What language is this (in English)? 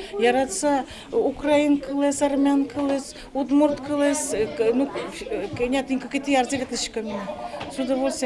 Udmurt